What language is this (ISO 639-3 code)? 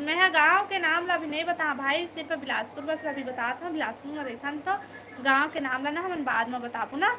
hne